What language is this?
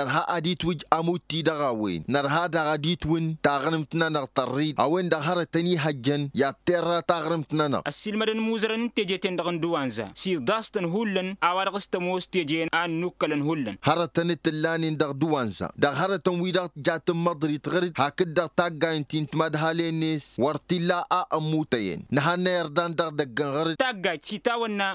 Tamasheq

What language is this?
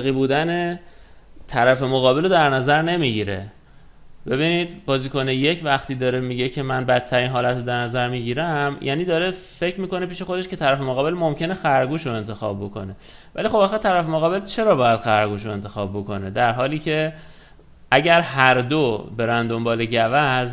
Persian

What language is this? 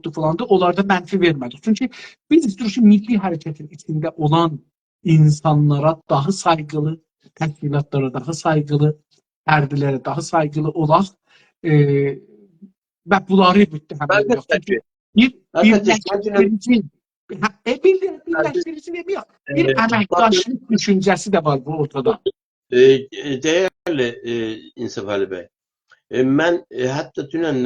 South Azerbaijani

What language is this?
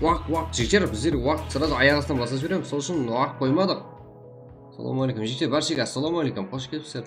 Kara-Kalpak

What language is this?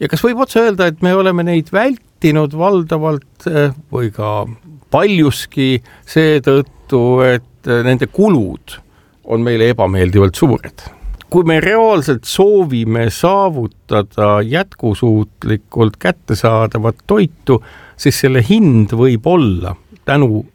Estonian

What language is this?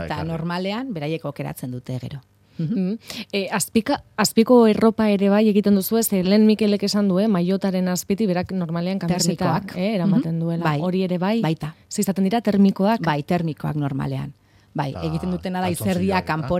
Basque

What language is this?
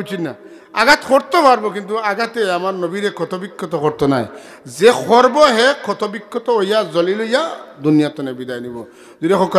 Sylheti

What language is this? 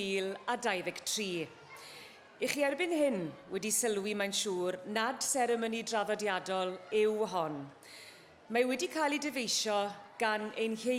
Welsh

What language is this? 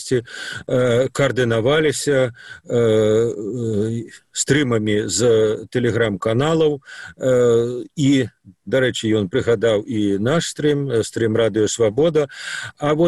Belarusian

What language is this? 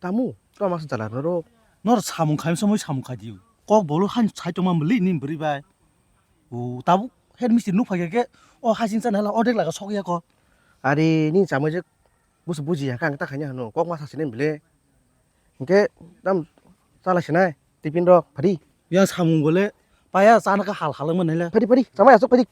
Kok Borok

